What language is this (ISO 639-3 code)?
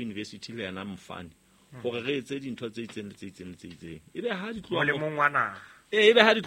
sot